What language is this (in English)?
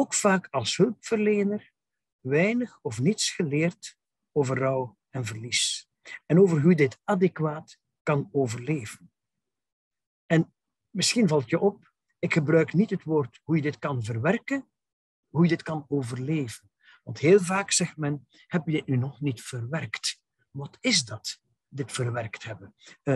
Dutch